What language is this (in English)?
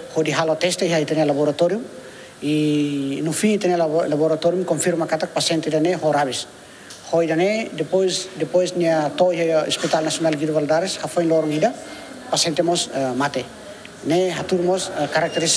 Tetum